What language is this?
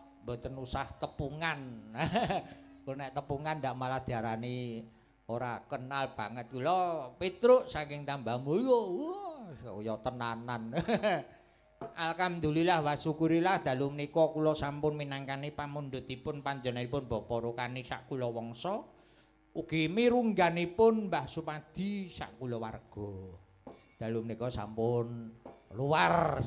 Javanese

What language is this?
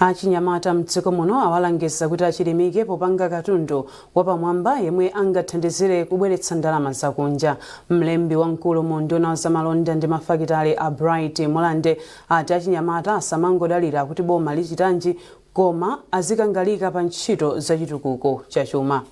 Nyanja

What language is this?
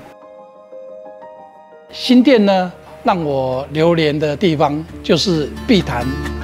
Chinese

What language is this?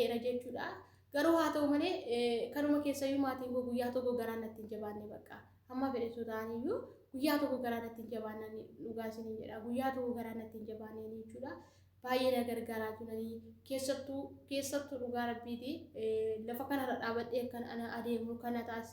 Oromo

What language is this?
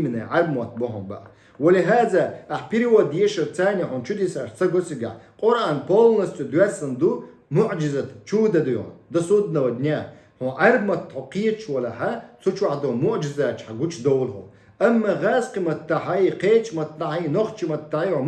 Chechen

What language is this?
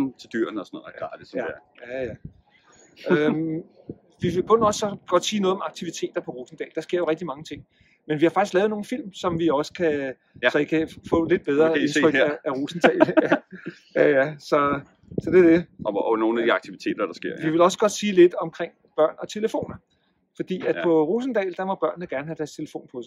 Danish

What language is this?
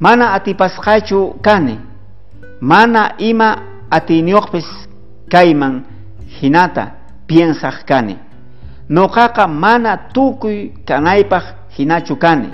South Bolivian Quechua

